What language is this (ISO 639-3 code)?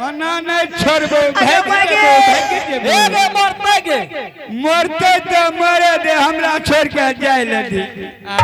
anp